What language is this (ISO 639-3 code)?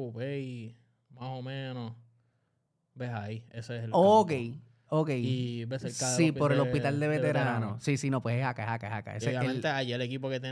spa